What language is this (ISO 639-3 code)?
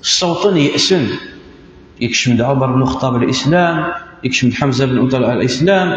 kab